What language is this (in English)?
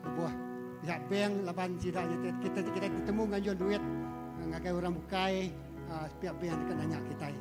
Iban